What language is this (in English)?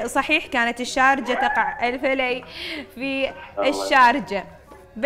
Gulf Arabic